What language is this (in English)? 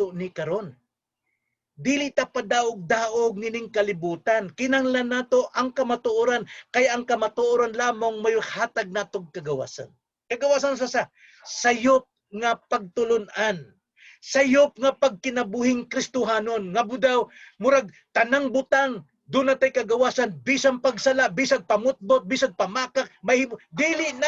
Cebuano